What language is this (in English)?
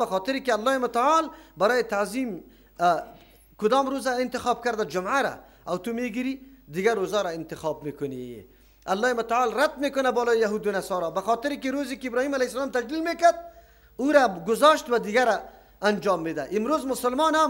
Persian